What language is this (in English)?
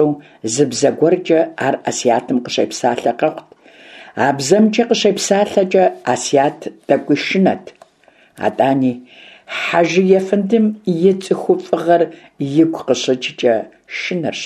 Kabardian